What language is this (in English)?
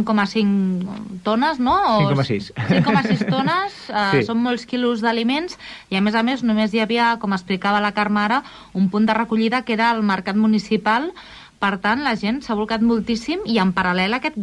Catalan